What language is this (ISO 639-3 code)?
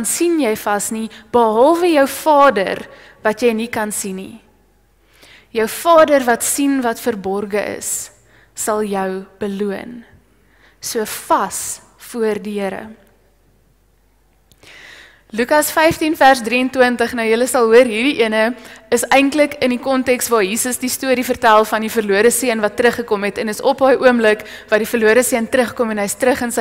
afr